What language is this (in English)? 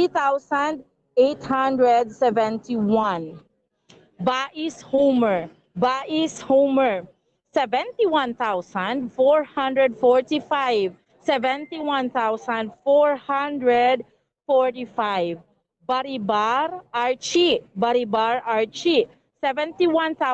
Hiligaynon